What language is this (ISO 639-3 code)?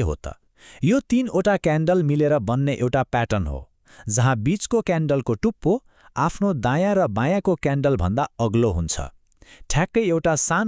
nep